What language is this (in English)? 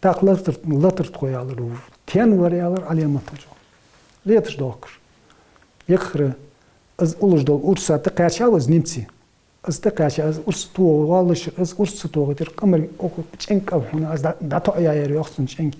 Ingush